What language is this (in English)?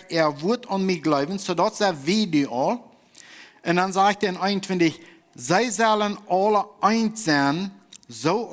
Plautdietsch